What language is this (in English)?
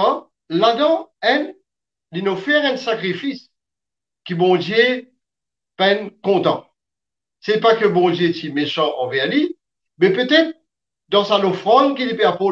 Morisyen